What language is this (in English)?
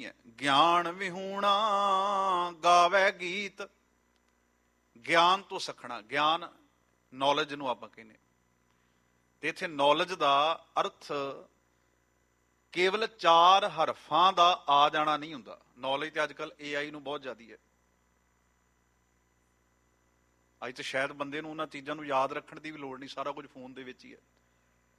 Punjabi